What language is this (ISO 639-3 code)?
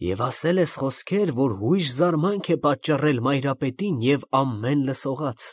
hye